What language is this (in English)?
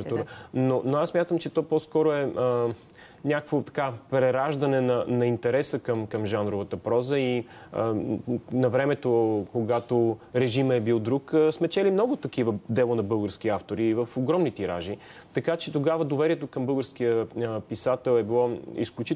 Bulgarian